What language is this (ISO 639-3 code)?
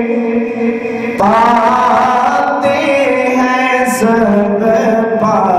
hin